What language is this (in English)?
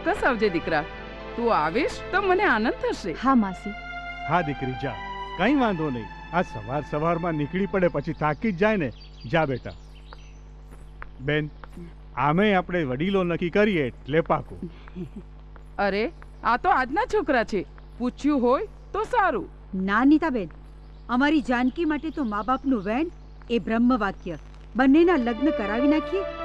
Gujarati